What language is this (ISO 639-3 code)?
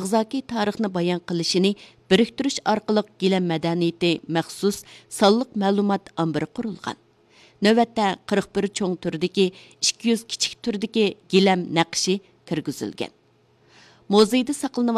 uig